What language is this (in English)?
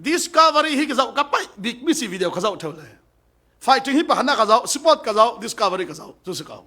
Falam Chin